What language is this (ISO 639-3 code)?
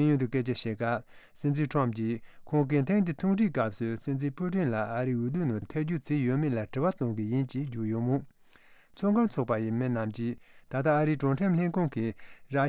bod